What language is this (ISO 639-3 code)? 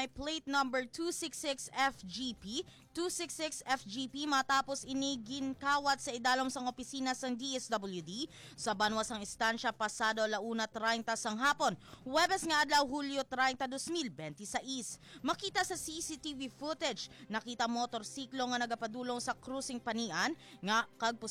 hil